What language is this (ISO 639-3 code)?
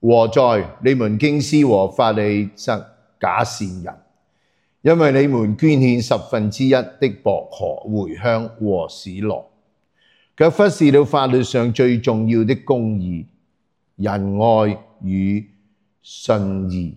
yue